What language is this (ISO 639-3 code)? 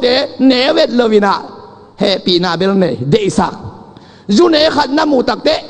ctd